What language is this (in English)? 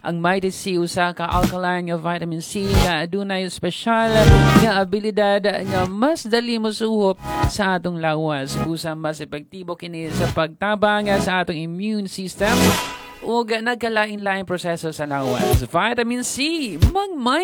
Cebuano